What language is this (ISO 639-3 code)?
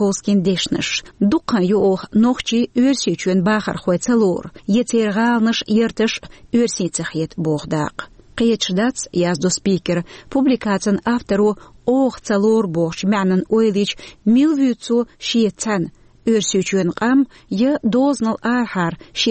che